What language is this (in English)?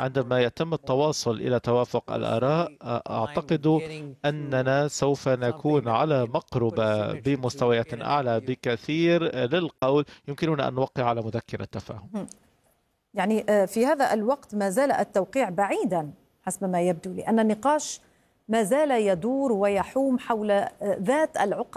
Arabic